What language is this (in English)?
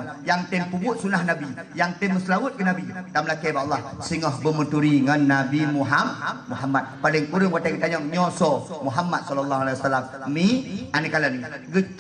Achinese